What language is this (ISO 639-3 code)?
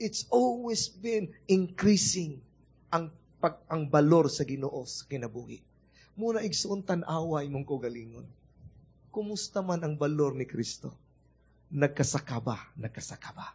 ceb